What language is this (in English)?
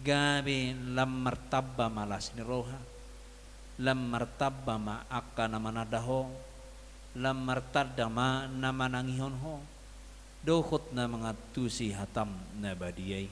Batak Toba